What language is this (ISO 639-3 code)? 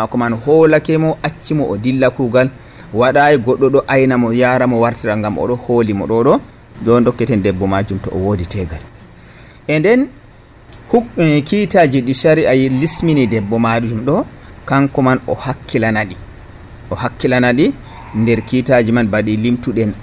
fuv